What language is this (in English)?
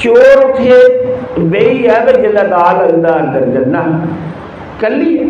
Dogri